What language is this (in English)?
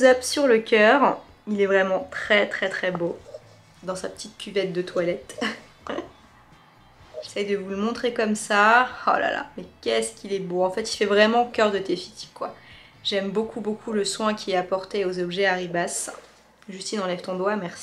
French